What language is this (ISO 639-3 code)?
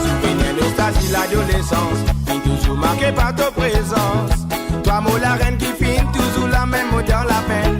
mfe